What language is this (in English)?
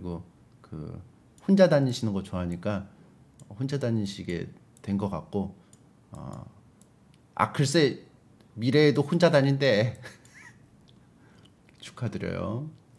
Korean